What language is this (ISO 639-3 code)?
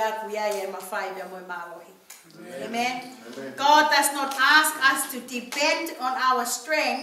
ton